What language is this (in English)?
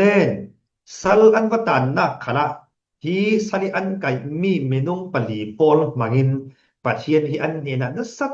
Falam Chin